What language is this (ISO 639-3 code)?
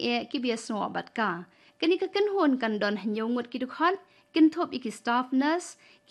kha